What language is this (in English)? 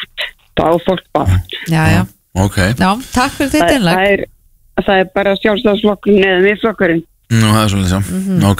Icelandic